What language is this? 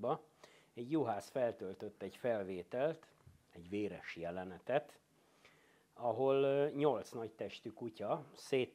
Hungarian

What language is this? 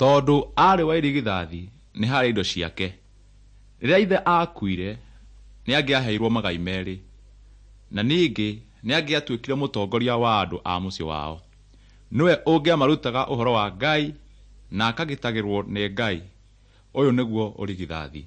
Kikuyu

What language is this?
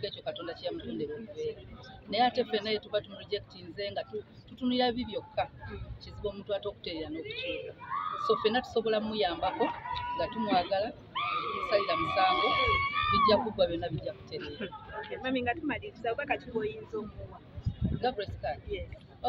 Ganda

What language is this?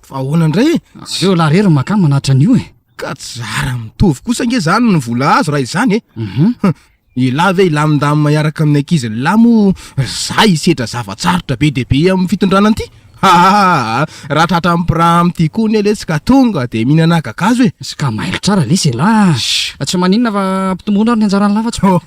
Malagasy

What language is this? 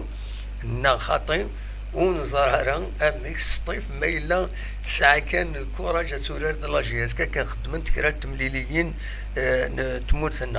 Kabyle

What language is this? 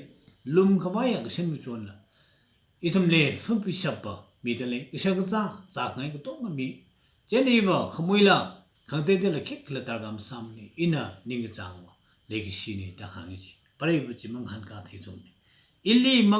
Tangkhul Naga (India)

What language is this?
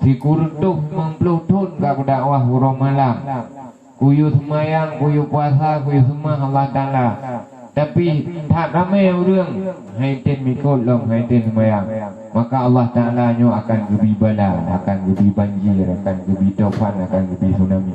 Achinese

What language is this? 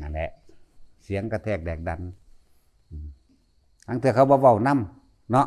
Northeastern Thai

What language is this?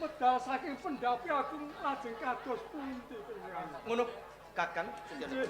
Javanese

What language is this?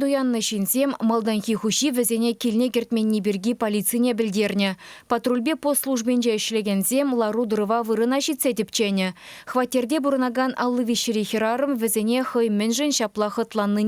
Chuvash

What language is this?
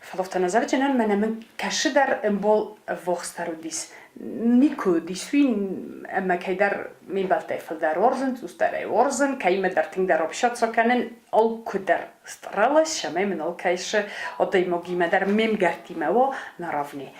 Ossetic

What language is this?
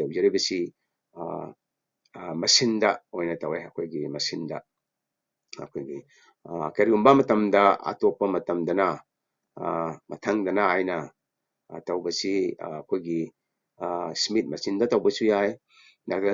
Manipuri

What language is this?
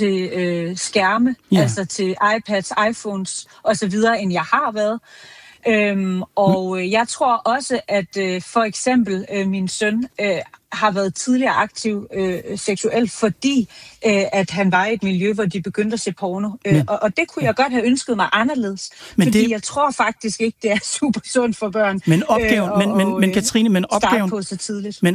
Danish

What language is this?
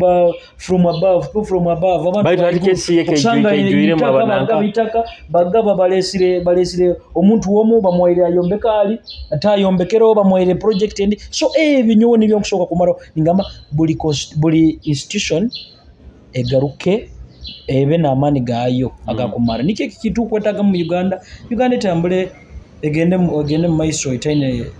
Nyoro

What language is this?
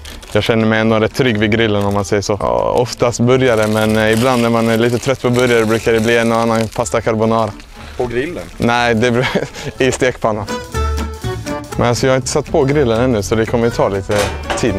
Swedish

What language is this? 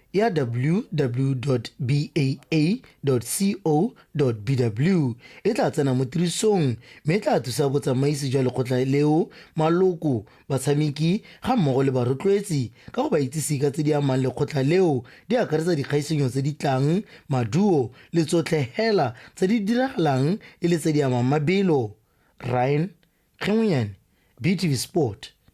Tswana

